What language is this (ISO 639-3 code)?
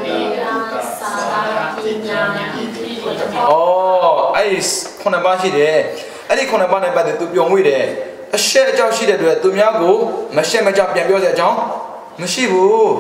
mya